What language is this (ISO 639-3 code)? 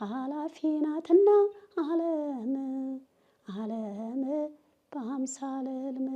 amh